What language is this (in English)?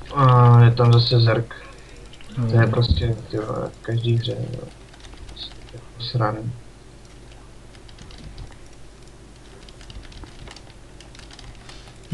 Czech